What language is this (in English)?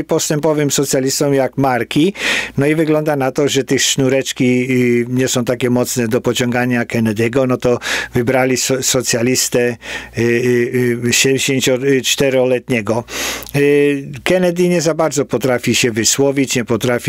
Polish